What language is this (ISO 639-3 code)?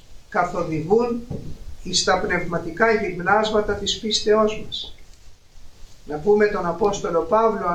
ell